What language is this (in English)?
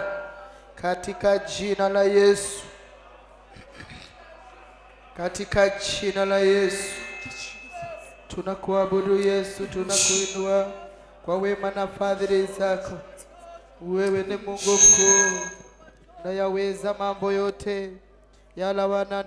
Swahili